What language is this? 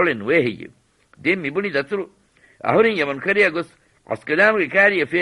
Divehi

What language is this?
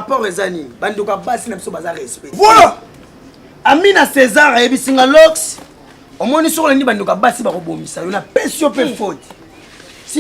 Lingala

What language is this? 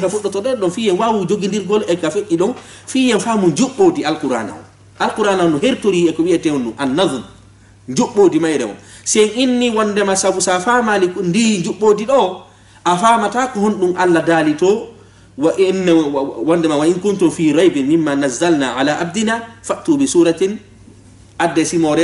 Fula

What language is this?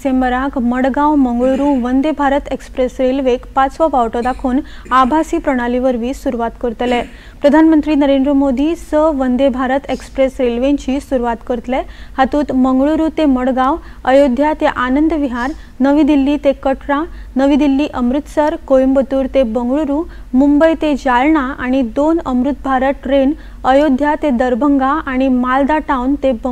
Konkani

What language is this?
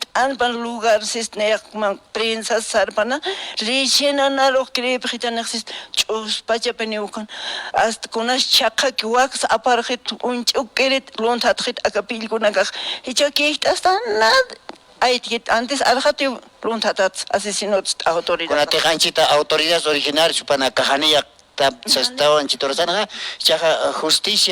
Aymara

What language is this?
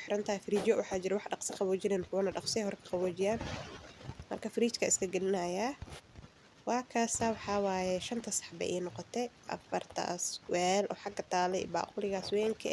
Somali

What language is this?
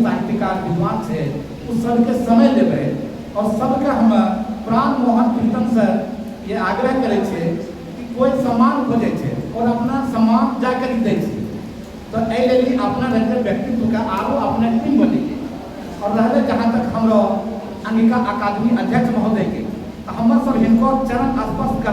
Angika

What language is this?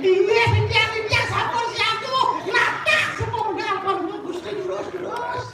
Balinese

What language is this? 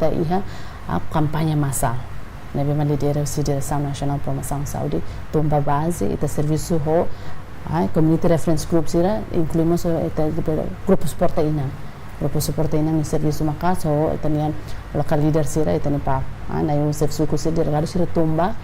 Tetum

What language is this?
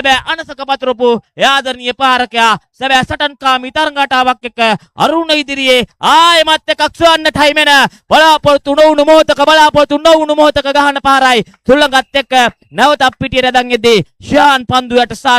Sinhala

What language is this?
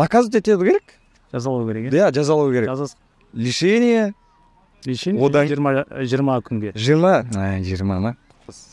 Kazakh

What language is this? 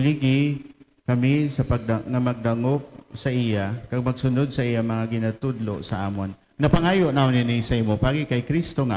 Hiligaynon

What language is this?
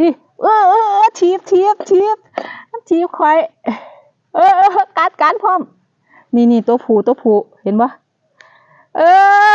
Northeastern Thai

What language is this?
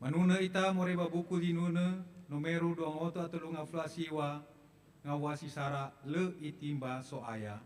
Nias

